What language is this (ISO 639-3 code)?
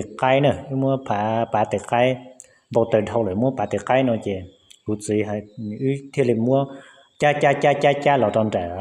hmn